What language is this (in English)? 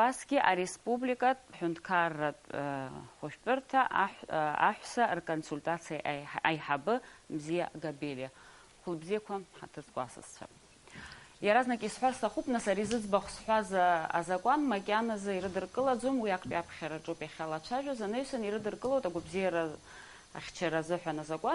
Abkhazian